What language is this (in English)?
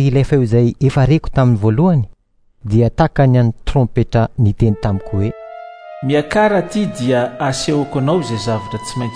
Malagasy